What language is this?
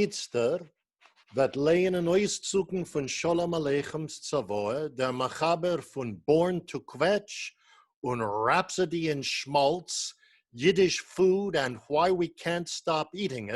Yiddish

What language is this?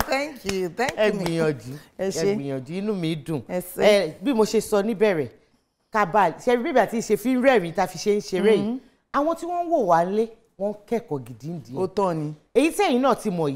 Yoruba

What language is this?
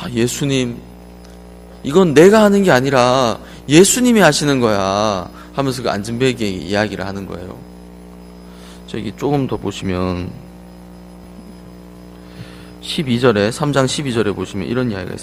Korean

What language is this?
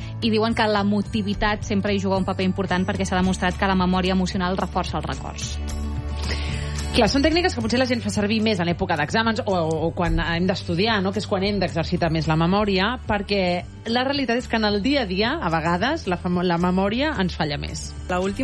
Catalan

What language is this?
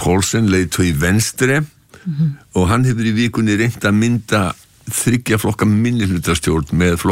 Icelandic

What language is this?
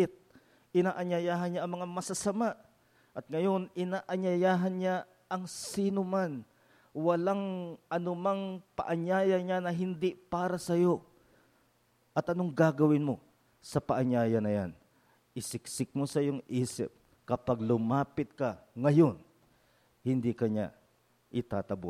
Filipino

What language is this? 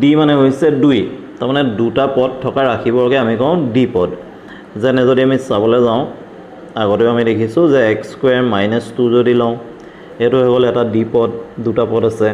Assamese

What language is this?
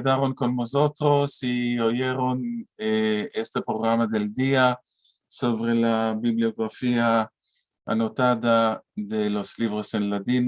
Ladino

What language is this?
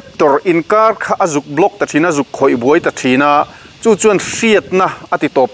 Mizo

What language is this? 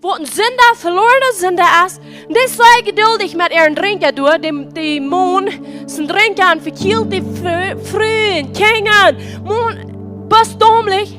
Plautdietsch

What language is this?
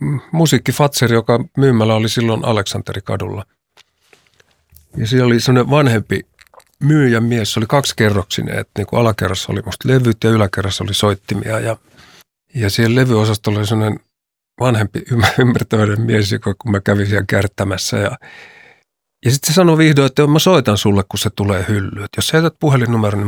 Finnish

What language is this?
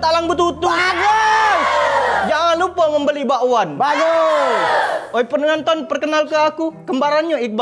Musi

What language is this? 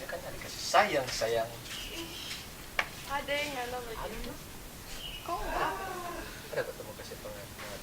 Manado Malay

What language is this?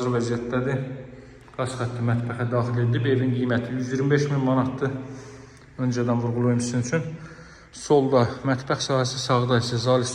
Azerbaijani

